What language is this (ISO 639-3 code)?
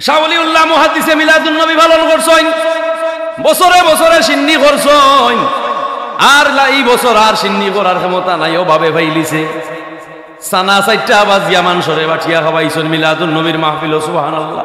syl